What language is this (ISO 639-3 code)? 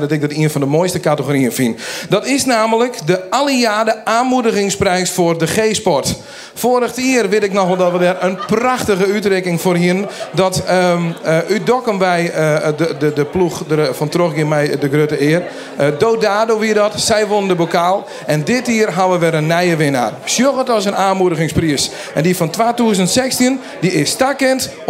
fry